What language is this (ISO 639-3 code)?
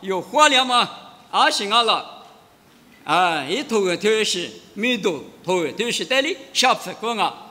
lis